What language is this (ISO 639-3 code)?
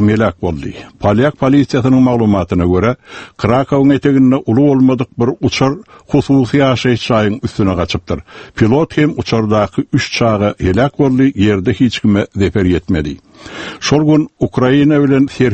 tuk